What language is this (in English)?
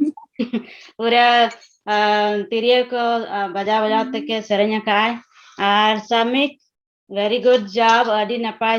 Santali